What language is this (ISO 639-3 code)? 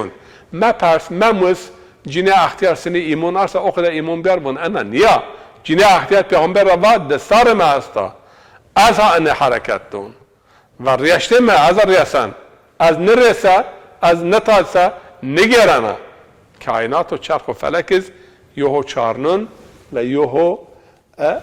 zza